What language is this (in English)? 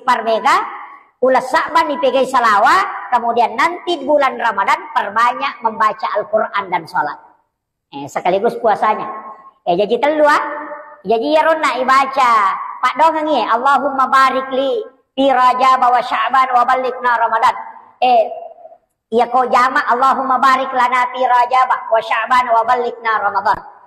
Buginese